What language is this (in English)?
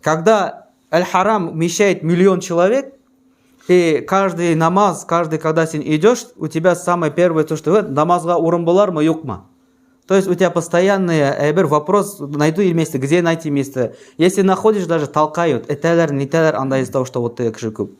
Tatar